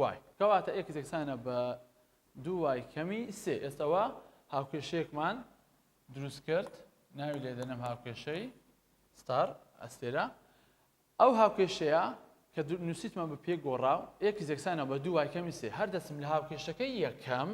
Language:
Central Kurdish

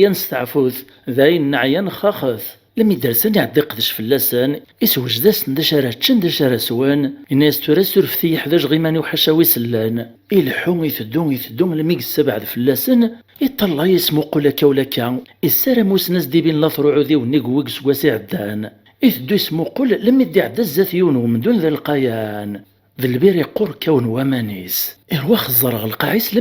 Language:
Kabyle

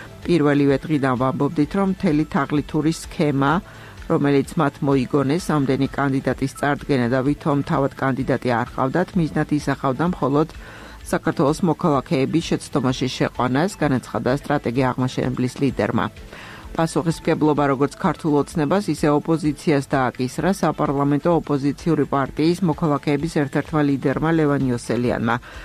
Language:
Georgian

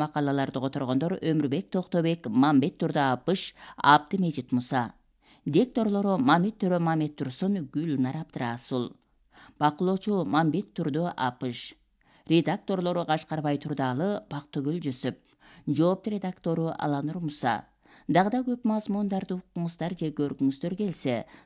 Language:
Kyrgyz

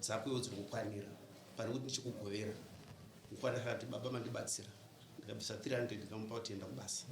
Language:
Shona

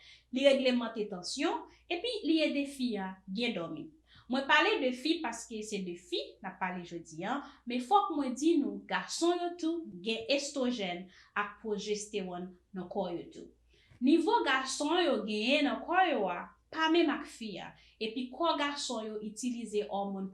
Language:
Haitian Creole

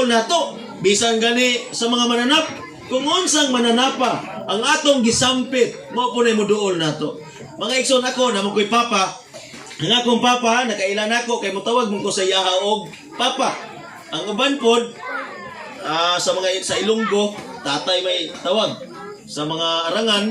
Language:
Cebuano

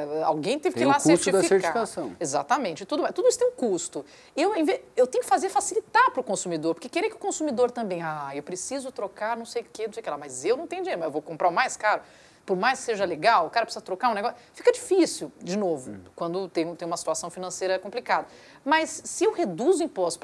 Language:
Portuguese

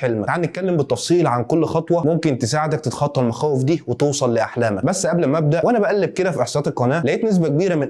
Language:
Egyptian Arabic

